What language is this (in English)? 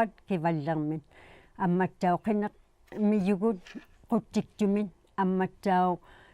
Inuktitut